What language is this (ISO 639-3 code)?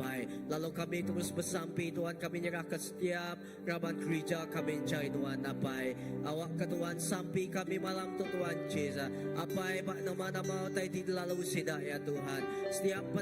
iba